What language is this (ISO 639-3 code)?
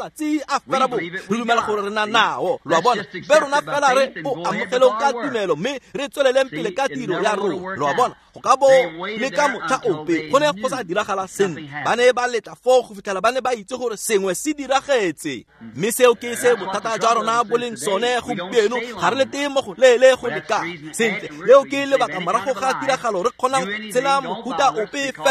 tsn